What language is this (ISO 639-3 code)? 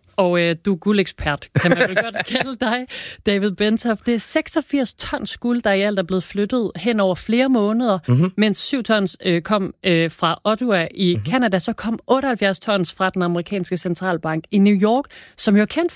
dan